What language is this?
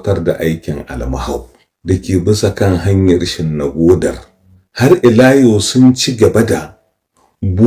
Hausa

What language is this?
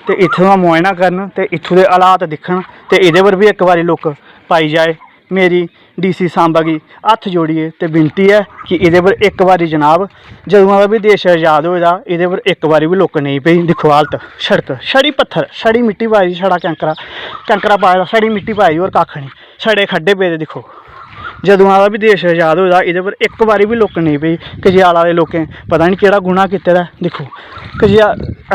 Dogri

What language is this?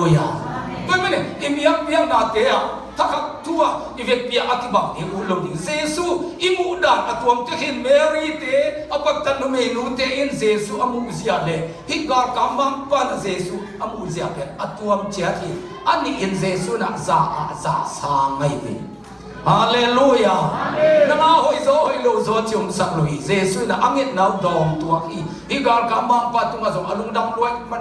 Tedim Chin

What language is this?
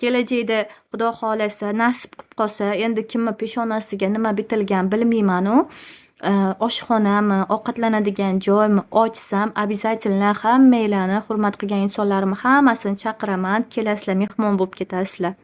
Uzbek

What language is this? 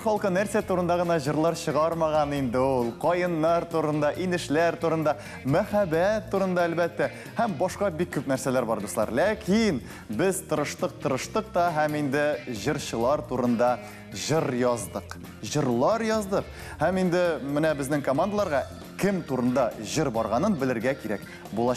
Tatar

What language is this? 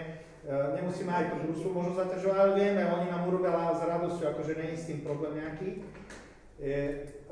Slovak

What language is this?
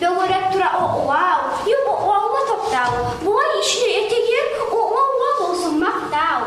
Kumyk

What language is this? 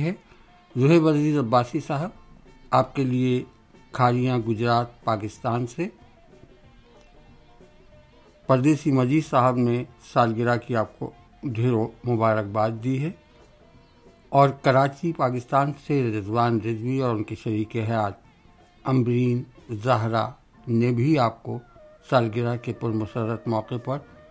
Urdu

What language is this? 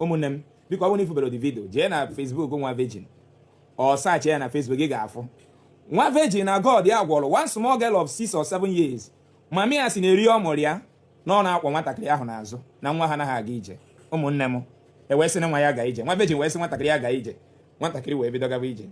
Igbo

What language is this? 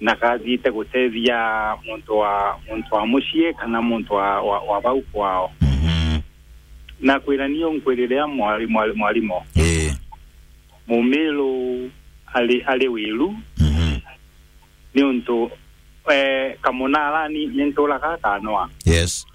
Meru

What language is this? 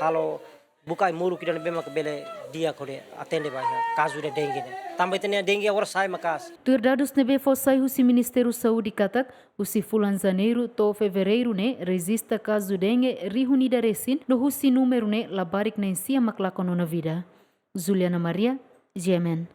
Tetum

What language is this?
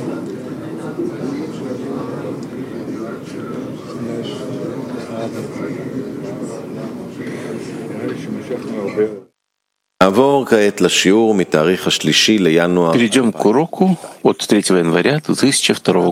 Russian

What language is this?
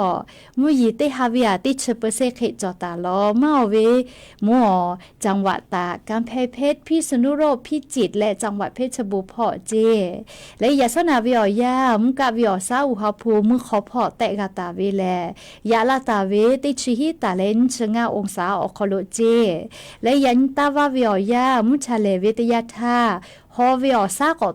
Lahu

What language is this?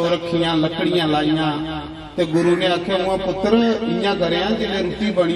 Dogri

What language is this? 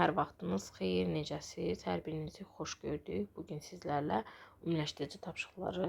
Azerbaijani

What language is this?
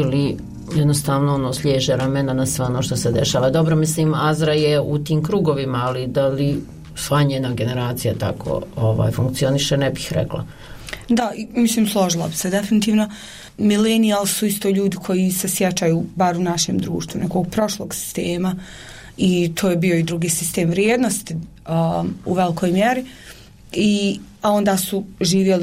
Bosnian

